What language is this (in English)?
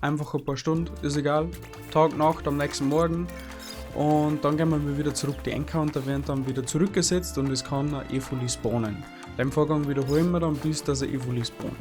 Bavarian